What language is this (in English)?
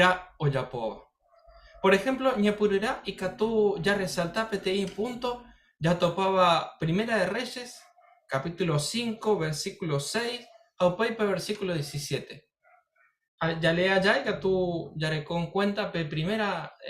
Guarani